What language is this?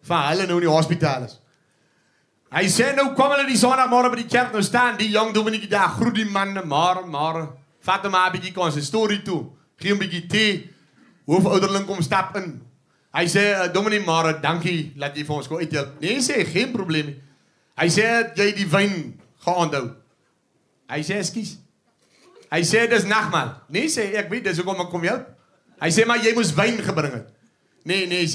Afrikaans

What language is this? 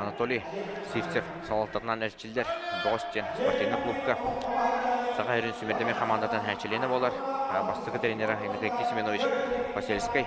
Yakut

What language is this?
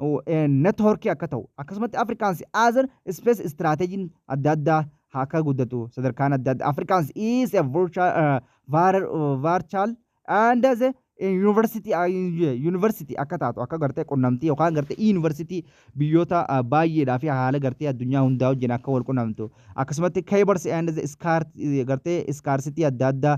Oromo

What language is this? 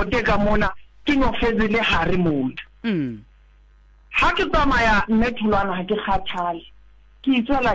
Southern Sotho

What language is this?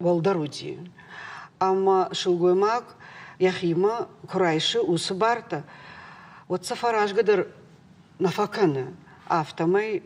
Ossetic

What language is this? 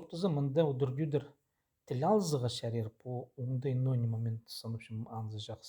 Khakas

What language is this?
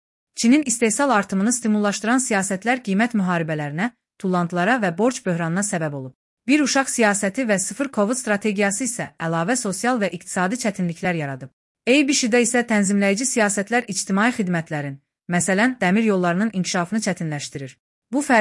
Azerbaijani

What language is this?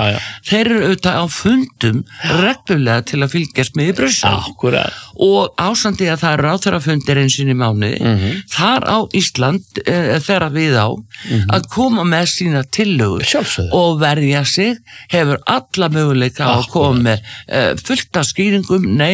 Icelandic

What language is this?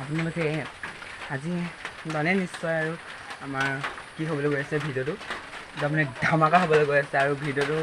Assamese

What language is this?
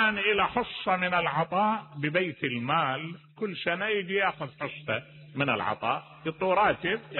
Mesopotamian Arabic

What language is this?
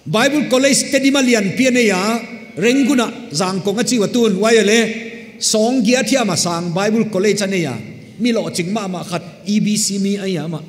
Paite Chin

